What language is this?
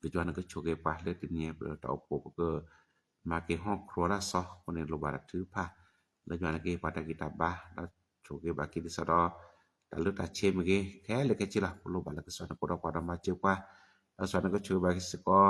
S'gaw Karen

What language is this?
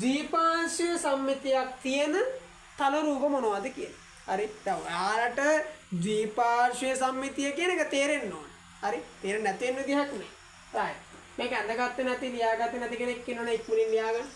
Sinhala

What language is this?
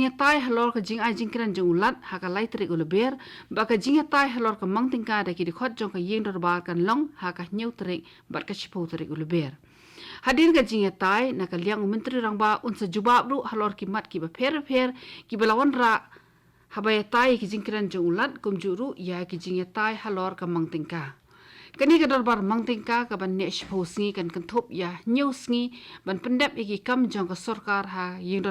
Khasi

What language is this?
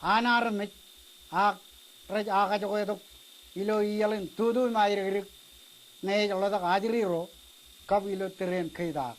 Marshallese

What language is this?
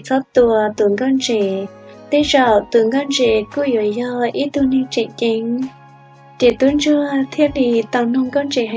Hmong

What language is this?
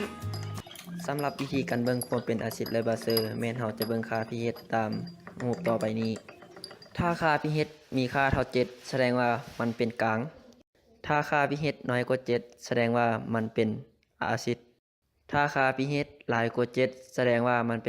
Lao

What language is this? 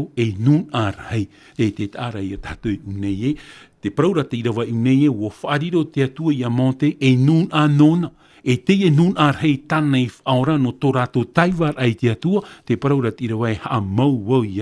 Tahitian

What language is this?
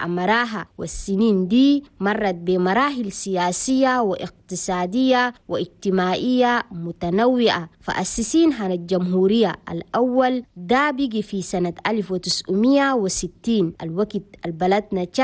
Chadian Arabic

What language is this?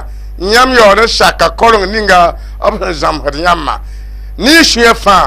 Mossi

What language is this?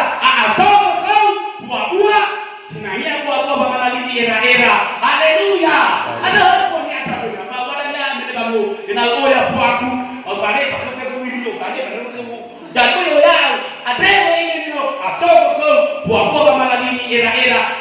Nias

